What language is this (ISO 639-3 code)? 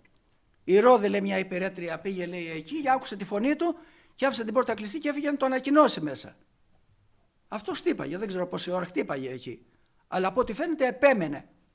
ell